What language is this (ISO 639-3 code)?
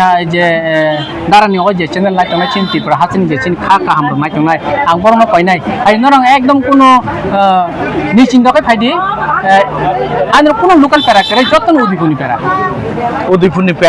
trp